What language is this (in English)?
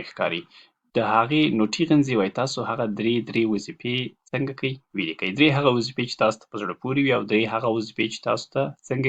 Pashto